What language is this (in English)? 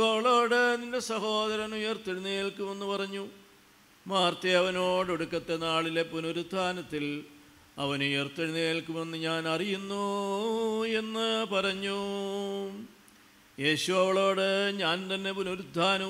Malayalam